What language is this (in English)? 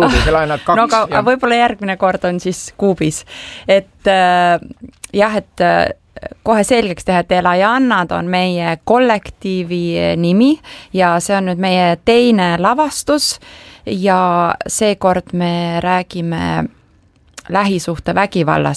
Estonian